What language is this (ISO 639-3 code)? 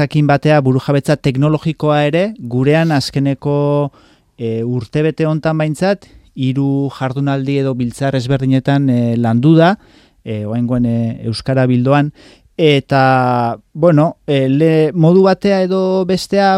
eus